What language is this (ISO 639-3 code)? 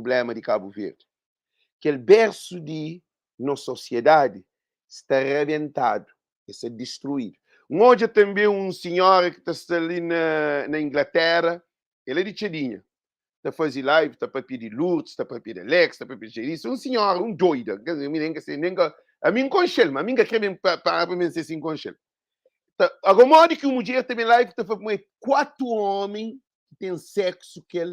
kea